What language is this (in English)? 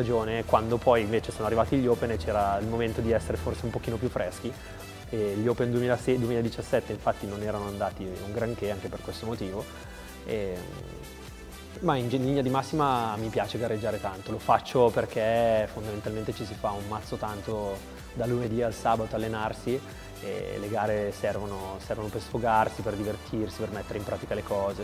Italian